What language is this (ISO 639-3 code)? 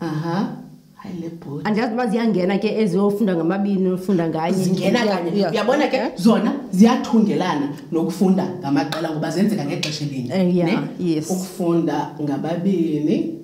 xho